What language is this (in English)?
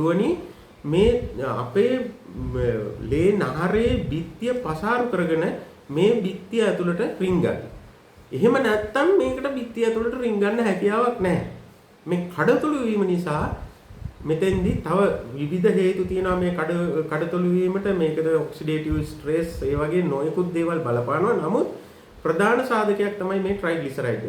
Sinhala